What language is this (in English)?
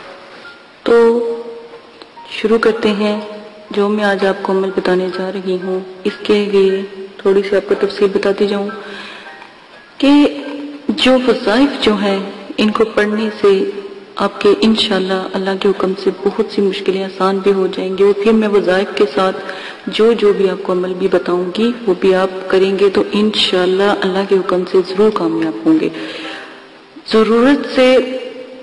Urdu